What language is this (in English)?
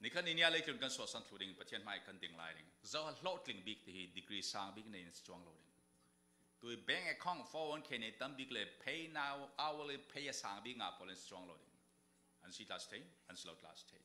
Falam Chin